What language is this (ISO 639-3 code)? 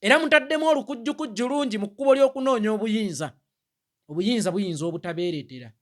lug